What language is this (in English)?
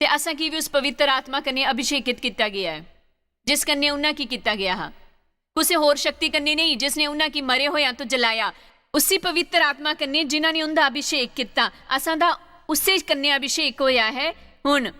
Dogri